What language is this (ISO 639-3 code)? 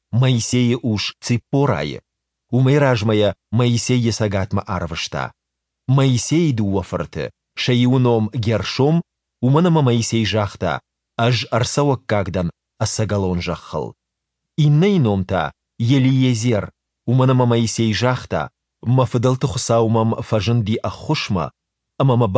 oss